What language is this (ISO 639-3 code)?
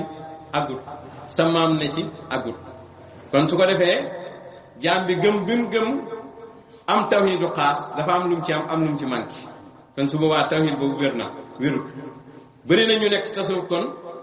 wol